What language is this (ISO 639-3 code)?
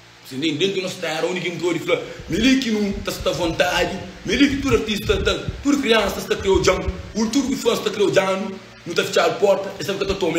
kea